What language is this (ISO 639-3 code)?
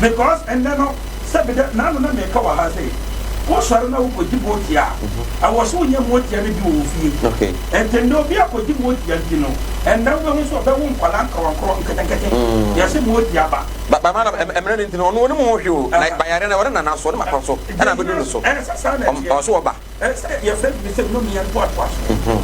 aka